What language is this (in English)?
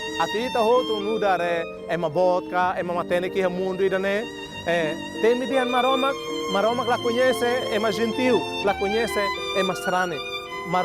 Tetum